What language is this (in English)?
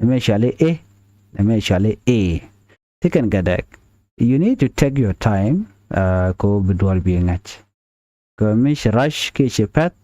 Nuer